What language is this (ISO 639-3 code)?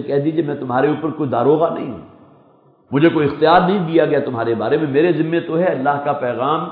urd